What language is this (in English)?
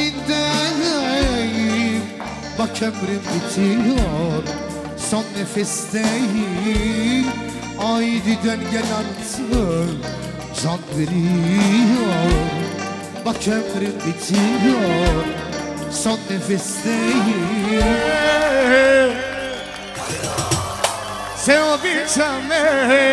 Turkish